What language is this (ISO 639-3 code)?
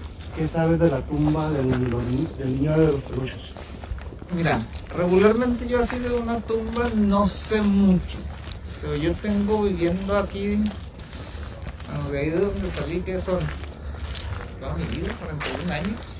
spa